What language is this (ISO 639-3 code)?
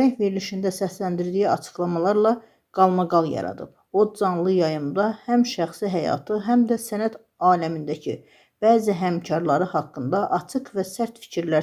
aze